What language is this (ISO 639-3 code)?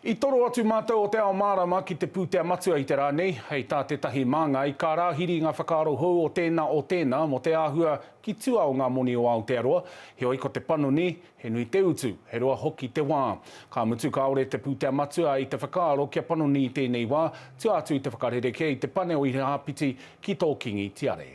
mri